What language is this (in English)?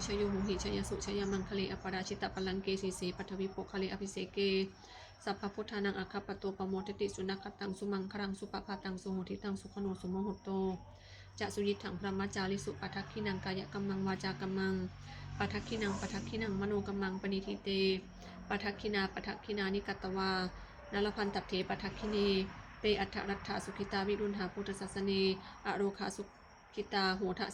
Pali